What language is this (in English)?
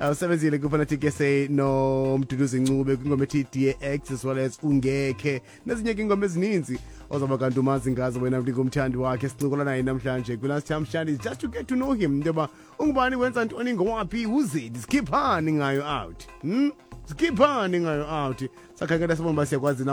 Xhosa